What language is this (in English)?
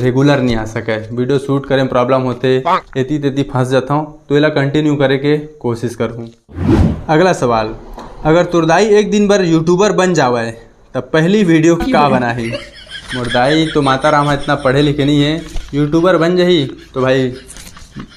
Chhattisgarhi